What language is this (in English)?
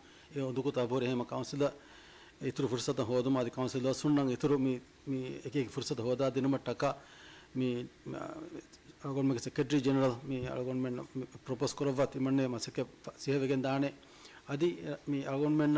Divehi